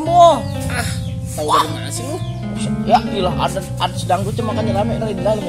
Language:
Betawi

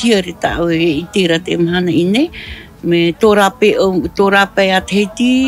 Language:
Tahitian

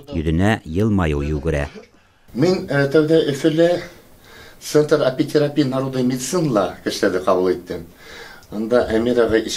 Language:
Bashkir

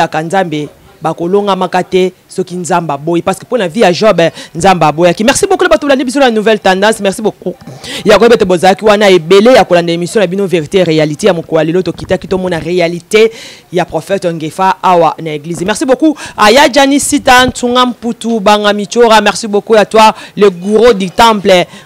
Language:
Lingala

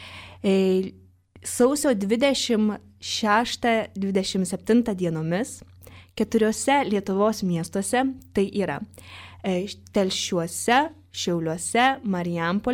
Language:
Lithuanian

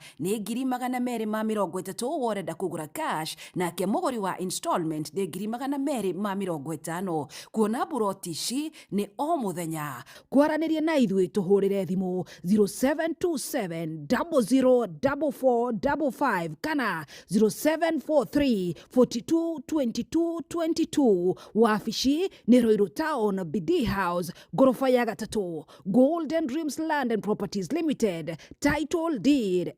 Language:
Kikuyu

